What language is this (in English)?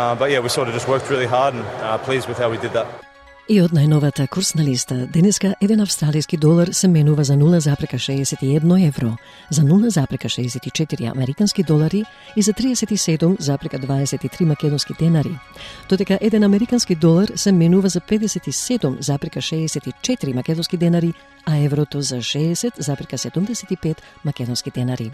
Macedonian